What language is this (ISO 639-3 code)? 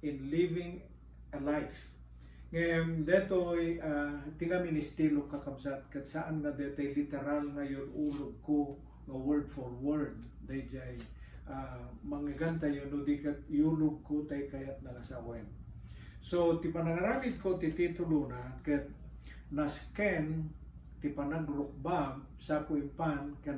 ilo